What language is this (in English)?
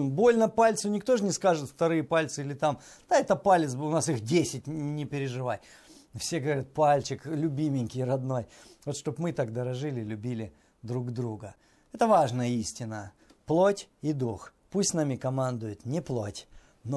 Russian